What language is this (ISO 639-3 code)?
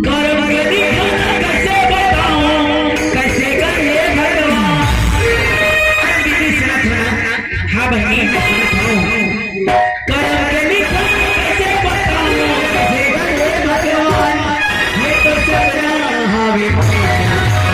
hne